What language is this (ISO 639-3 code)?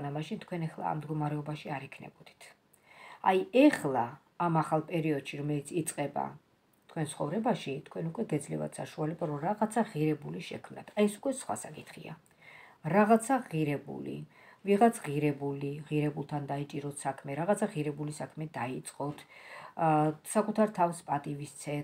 kat